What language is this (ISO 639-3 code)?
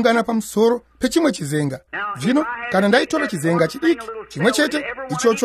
sna